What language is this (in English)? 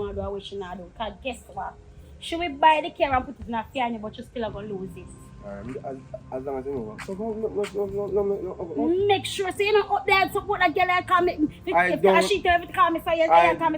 Jamaican Creole English